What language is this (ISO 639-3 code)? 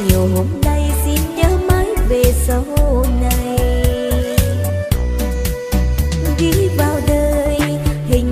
vie